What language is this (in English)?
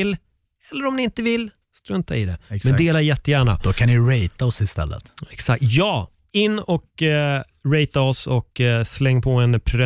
Swedish